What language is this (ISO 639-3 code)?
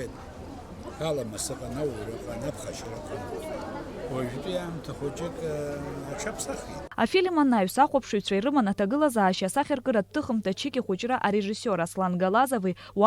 abk